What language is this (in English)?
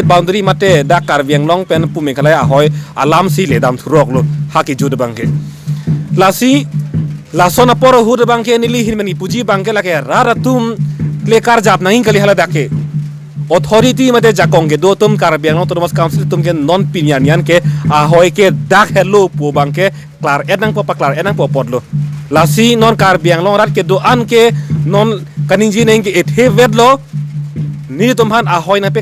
Karbi